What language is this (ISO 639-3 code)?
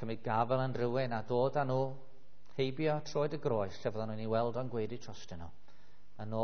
cym